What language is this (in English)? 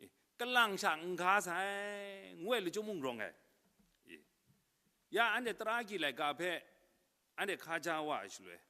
Kachin